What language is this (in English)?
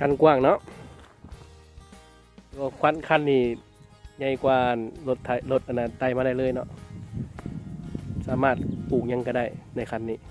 Lao